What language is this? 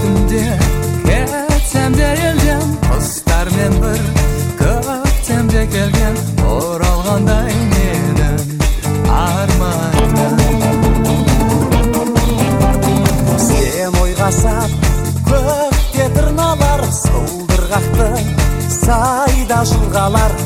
Kazakh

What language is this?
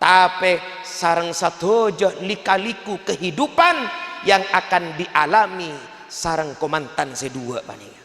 Madurese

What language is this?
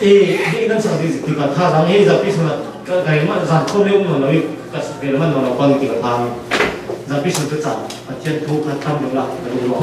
Falam Chin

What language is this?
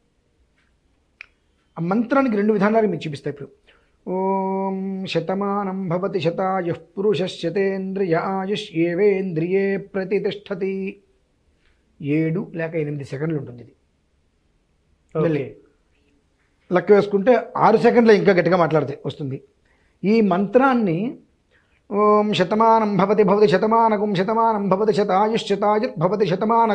Telugu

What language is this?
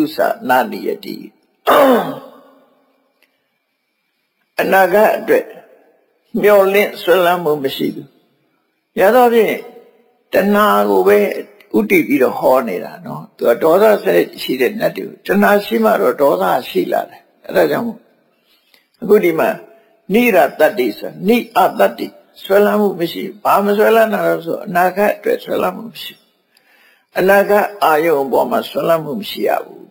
Burmese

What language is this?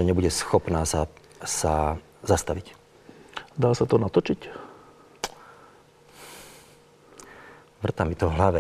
Slovak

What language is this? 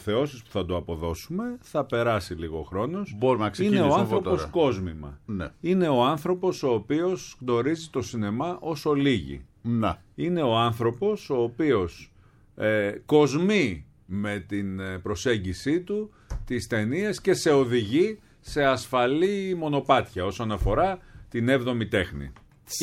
Greek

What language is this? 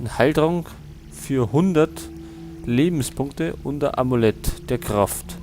Bavarian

